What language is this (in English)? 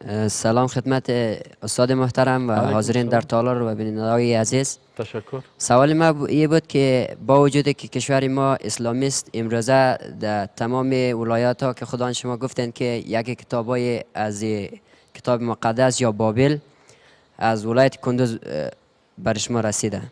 Persian